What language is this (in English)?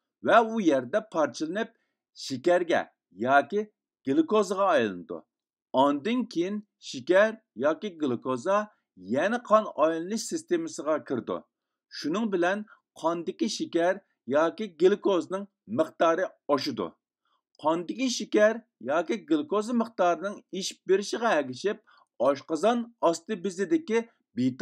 Uyghur